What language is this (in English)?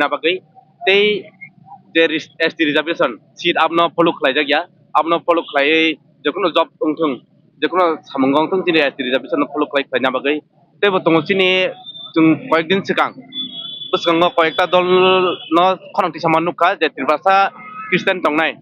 Kok Borok